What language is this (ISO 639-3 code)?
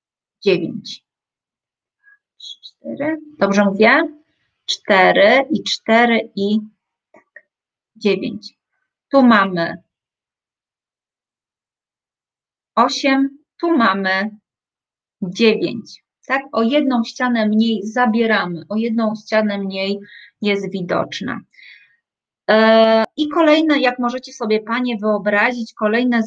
pol